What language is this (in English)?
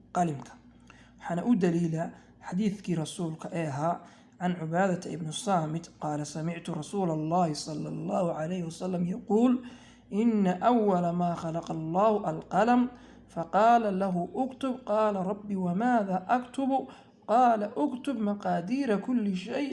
Somali